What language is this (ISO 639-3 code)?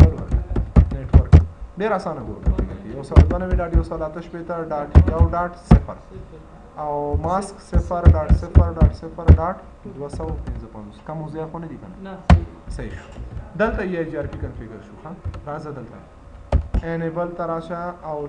pus